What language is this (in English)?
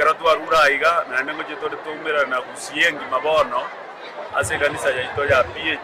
Gusii